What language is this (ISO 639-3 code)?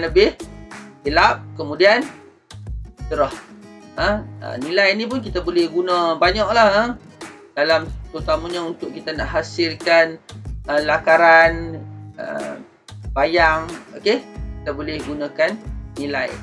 msa